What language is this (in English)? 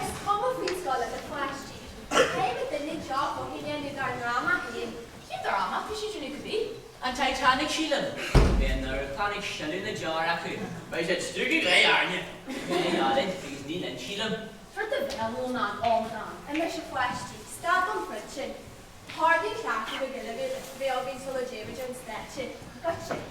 Irish